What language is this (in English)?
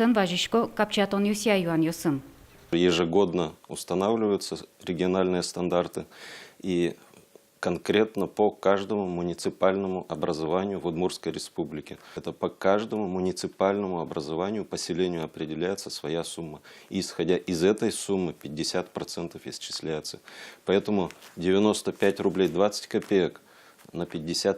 Udmurt